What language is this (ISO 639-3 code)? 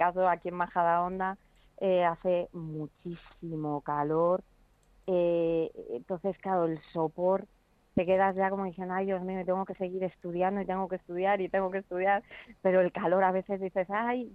spa